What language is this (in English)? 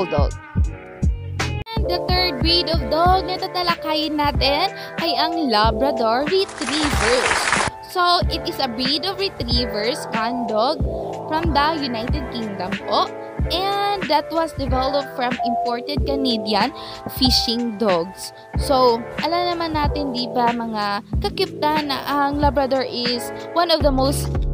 Filipino